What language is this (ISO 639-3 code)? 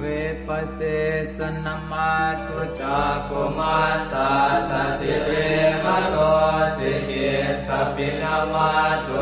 pli